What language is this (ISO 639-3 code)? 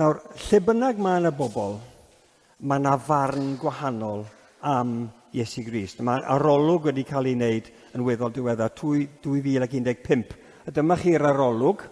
cym